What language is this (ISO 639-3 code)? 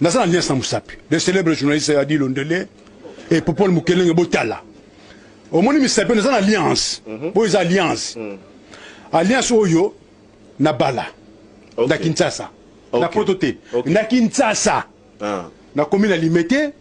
lin